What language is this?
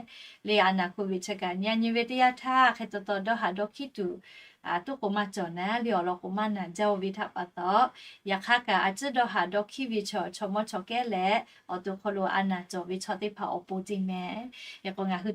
Lahu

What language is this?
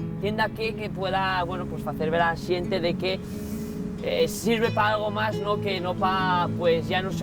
Asturian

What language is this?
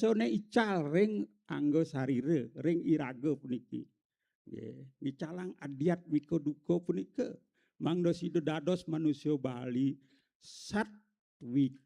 Balinese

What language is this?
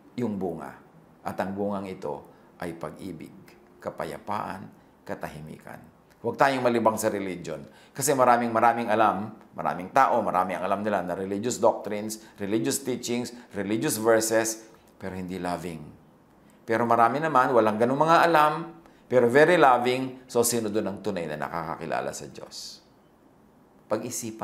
Filipino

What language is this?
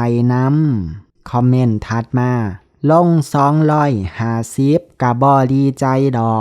Lao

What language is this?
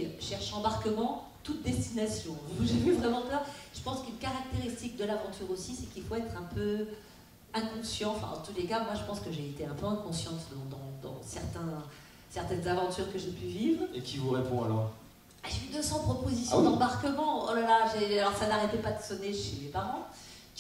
French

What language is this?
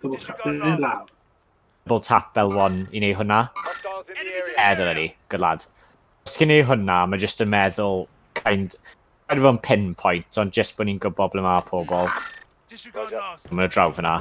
Welsh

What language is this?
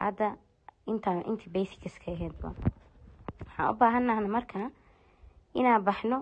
Somali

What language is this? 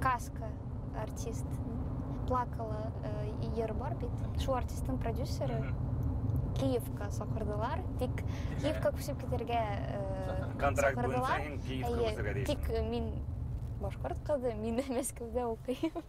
Bashkir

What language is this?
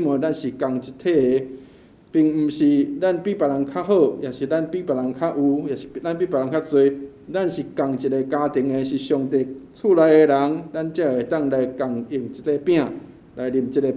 Min Nan Chinese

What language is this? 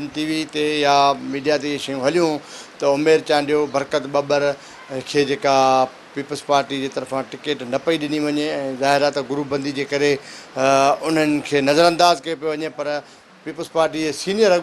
Sindhi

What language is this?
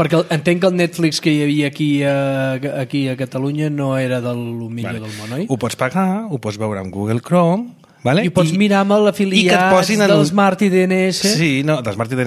Catalan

